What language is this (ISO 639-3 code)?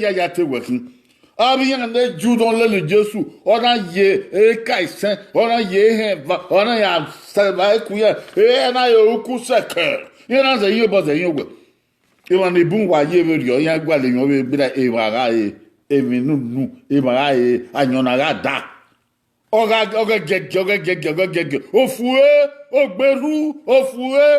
bin